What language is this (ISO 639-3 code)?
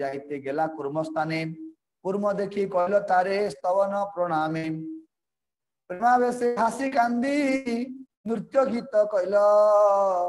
ori